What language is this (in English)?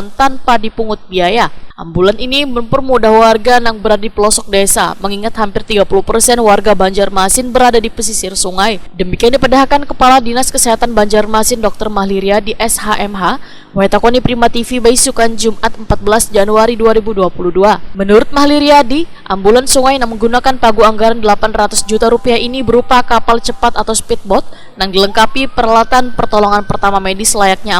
Banjar